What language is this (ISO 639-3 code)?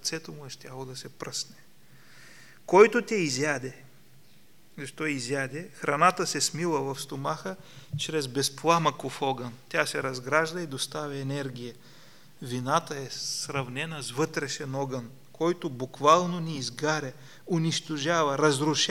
bul